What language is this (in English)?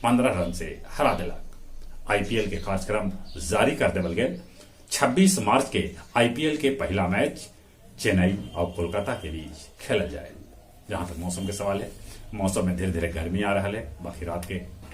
Magahi